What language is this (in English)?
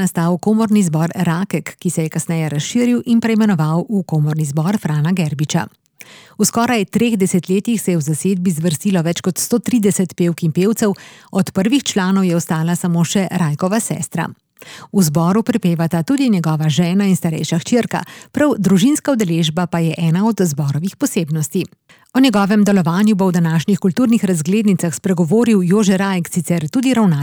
Slovenian